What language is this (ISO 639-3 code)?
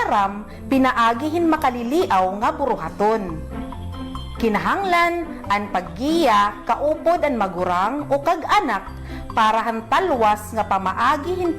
war